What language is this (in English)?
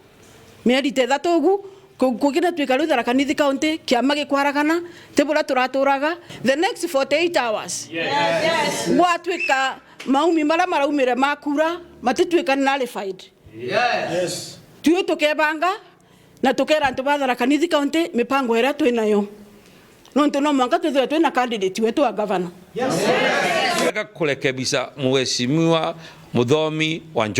Meru